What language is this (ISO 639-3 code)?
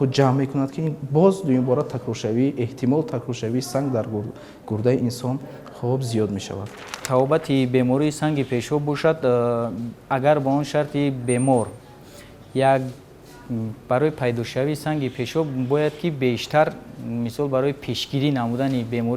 tgk